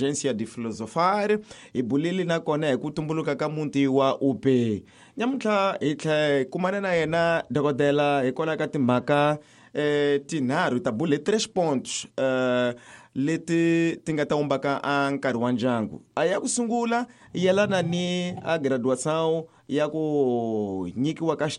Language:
Tsonga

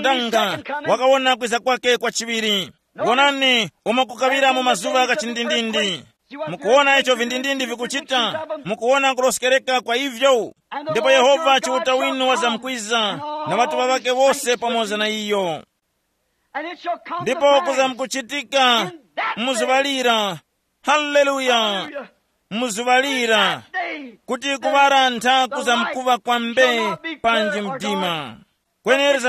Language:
Tumbuka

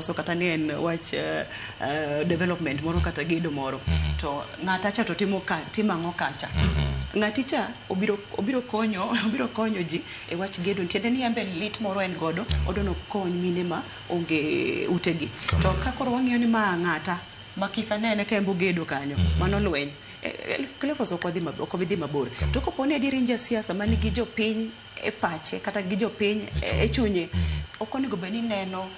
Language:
Luo (Kenya and Tanzania)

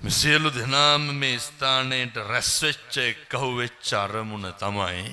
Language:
Sinhala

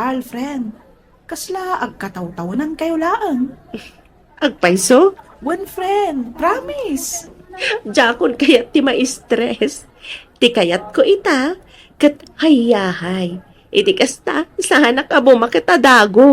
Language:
Iloko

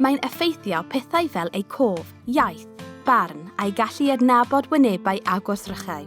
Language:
Welsh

